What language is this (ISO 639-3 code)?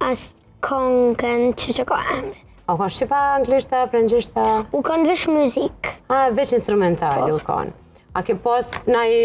sqi